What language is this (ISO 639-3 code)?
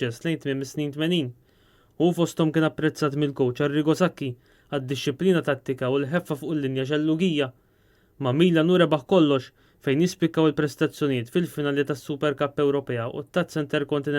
mlt